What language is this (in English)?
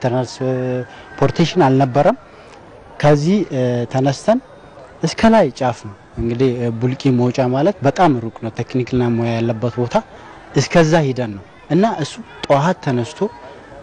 Amharic